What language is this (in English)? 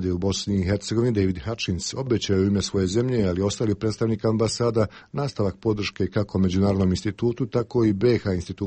Bosnian